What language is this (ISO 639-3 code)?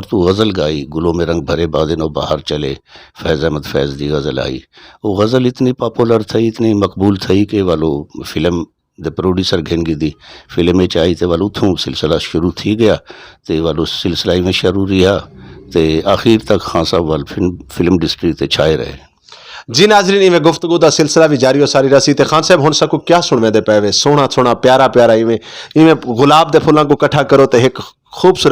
skr